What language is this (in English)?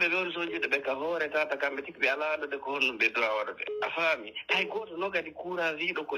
Pular